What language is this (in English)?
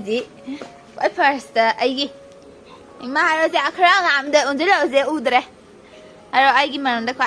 Manipuri